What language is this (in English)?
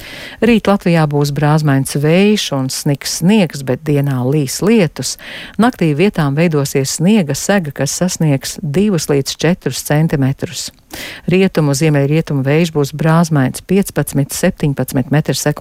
Latvian